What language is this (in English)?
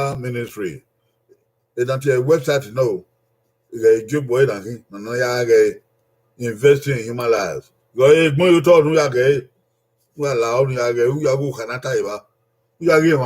Bini